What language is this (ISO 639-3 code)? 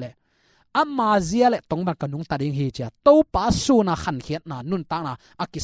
ctd